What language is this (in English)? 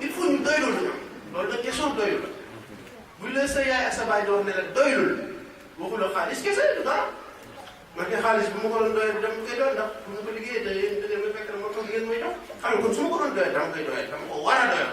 Wolof